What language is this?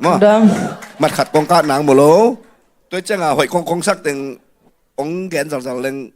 Tedim Chin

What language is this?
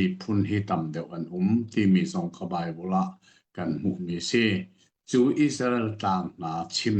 Hakha Chin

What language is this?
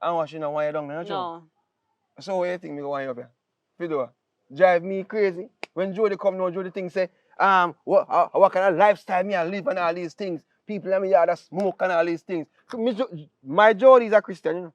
Jamaican Creole English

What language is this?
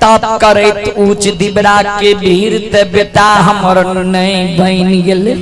Maithili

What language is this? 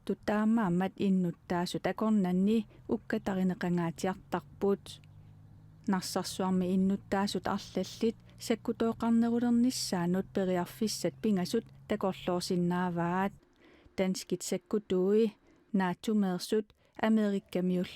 Kalaallisut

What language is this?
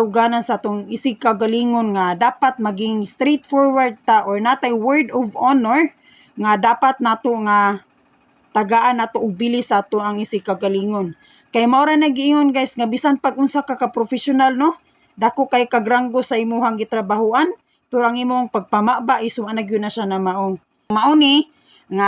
Cebuano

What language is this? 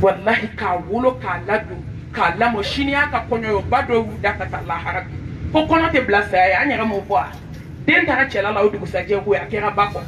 Bambara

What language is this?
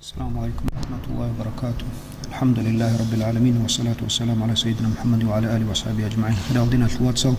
Avaric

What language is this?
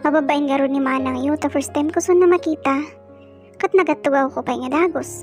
Iloko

